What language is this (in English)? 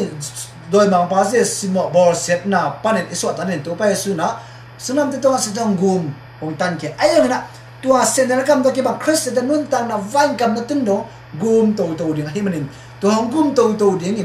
Tedim Chin